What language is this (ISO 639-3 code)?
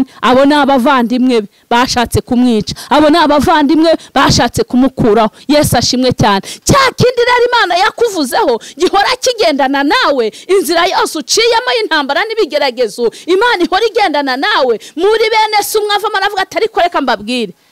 kin